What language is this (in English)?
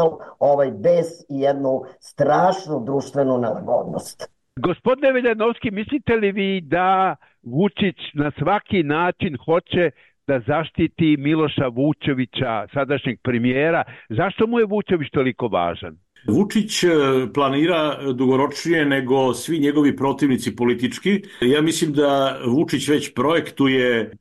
Serbian